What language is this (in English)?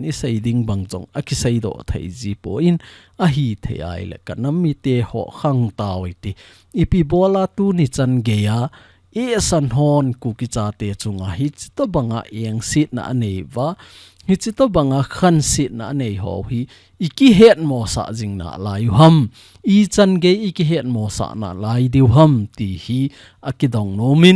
Thado Chin